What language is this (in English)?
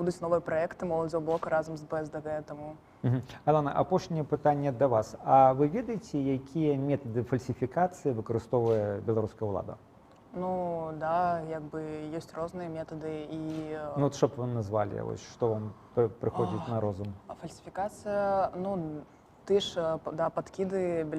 Belarusian